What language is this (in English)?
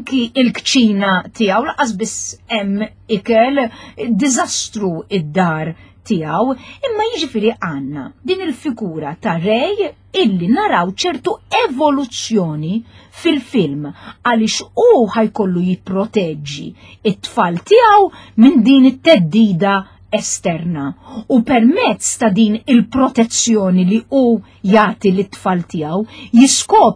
Maltese